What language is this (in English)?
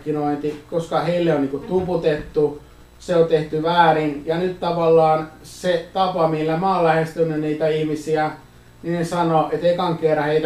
Finnish